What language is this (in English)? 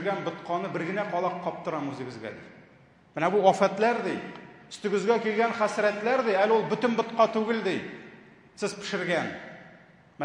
Tatar